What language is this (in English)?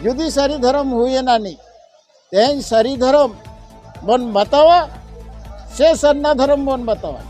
Santali